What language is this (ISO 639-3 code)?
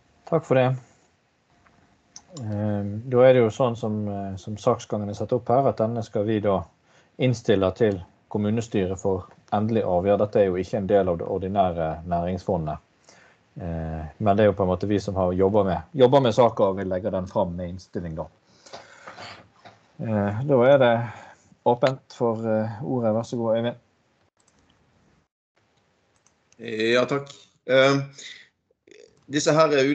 nor